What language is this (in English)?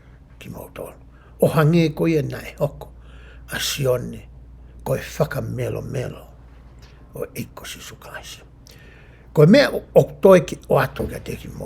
Tongan